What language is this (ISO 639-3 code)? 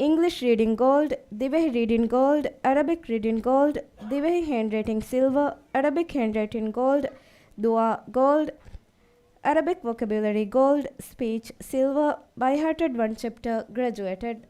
div